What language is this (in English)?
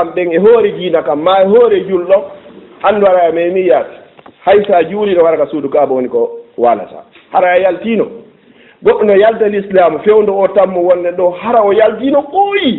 Fula